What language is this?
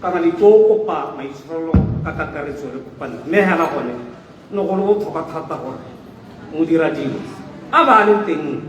Tswana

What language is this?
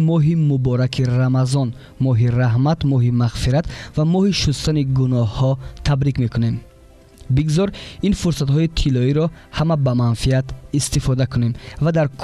Tajik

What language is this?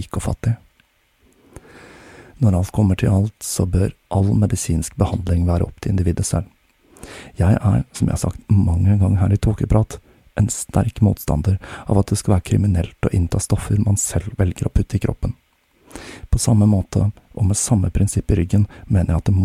Norwegian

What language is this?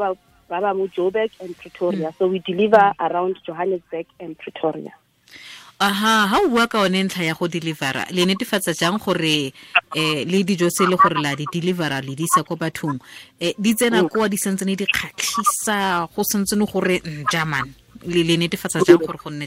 Tswana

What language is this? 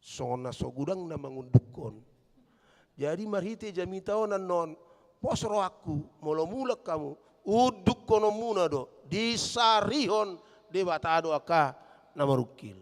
Batak Toba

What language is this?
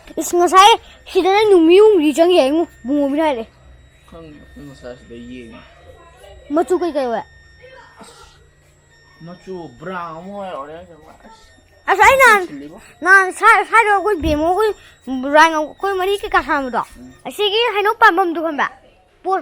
Manipuri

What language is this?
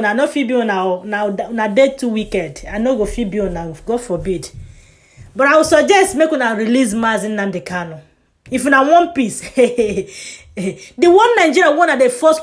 Igbo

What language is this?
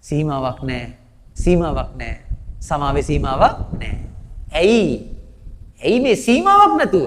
Sinhala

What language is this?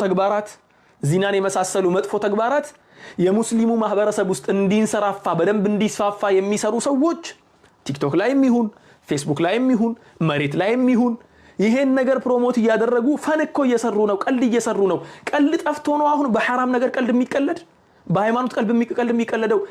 Amharic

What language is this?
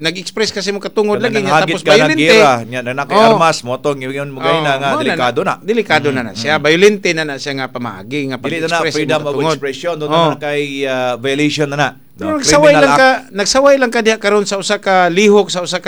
Cebuano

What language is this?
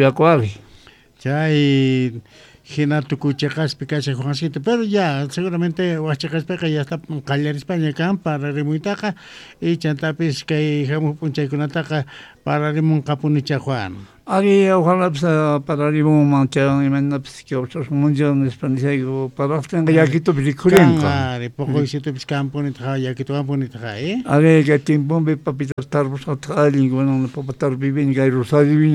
South Bolivian Quechua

